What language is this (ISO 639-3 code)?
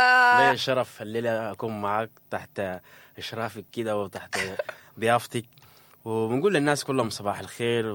apd